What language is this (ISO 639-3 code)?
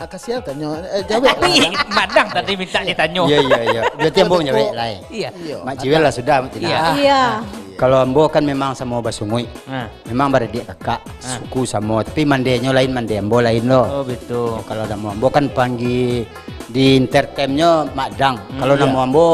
min